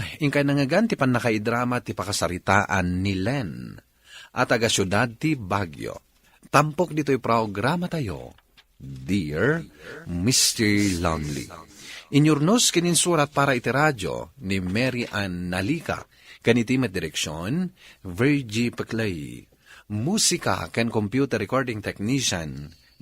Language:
Iloko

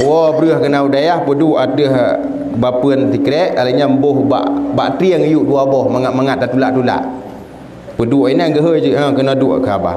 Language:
Achinese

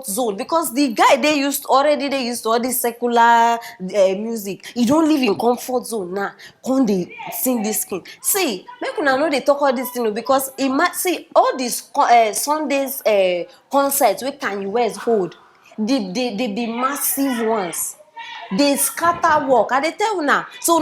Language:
Nigerian Pidgin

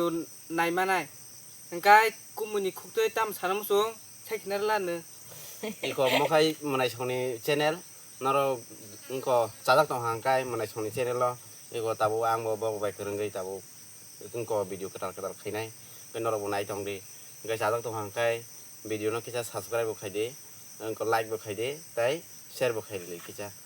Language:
Kok Borok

